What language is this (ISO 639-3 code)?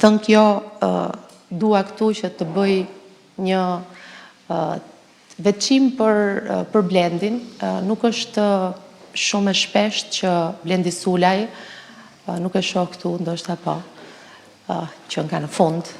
sqi